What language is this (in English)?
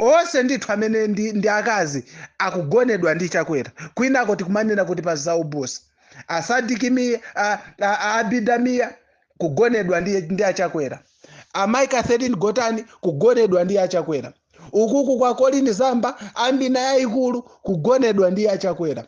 Nyanja